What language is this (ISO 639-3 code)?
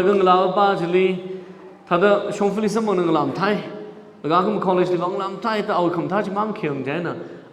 nmf